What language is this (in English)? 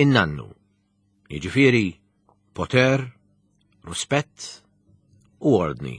Maltese